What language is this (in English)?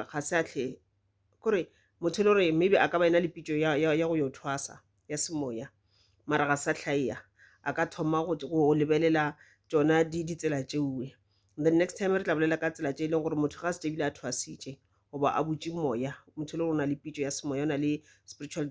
Northern Sotho